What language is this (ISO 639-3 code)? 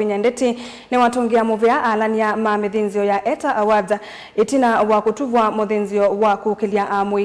kam